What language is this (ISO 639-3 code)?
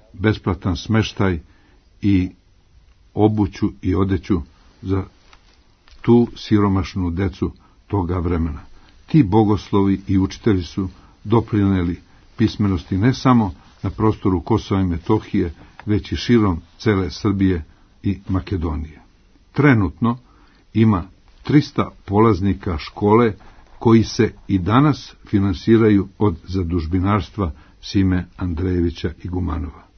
srp